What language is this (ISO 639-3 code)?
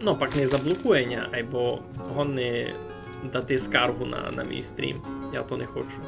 rue